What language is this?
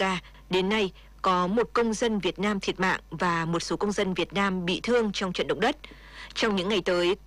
Vietnamese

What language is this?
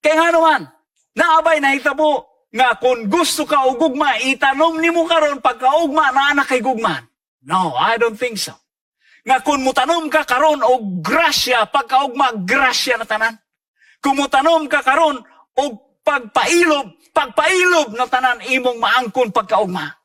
Cebuano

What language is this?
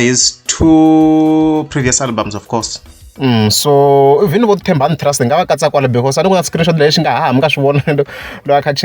Tsonga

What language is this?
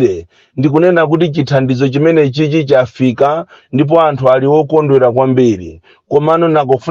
Nyanja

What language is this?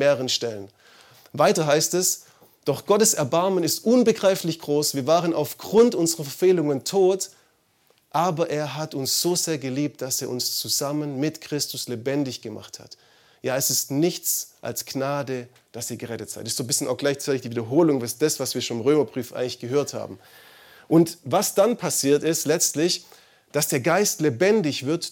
German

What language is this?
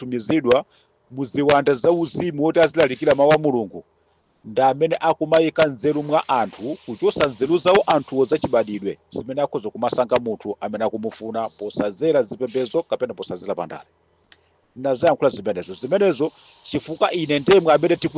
Nyanja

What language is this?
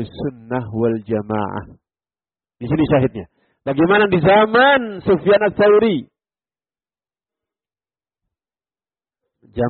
Indonesian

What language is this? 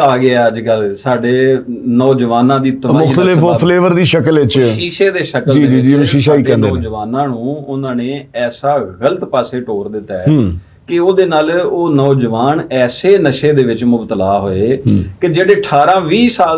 Western Panjabi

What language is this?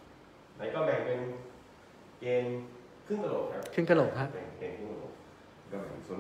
Thai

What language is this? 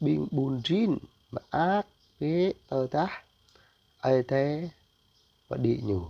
Jarai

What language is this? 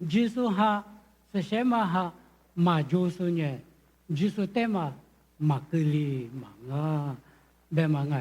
Lisu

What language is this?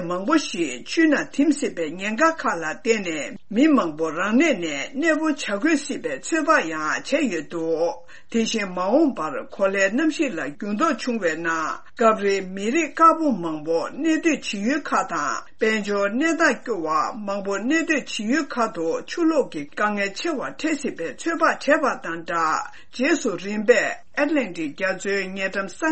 Tibetan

